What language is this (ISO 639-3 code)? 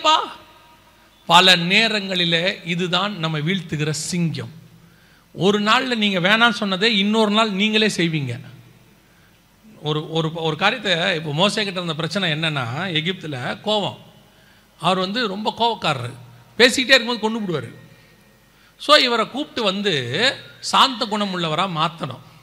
tam